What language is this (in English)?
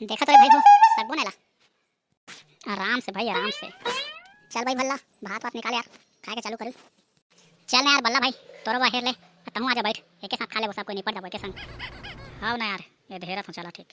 Chhattisgarhi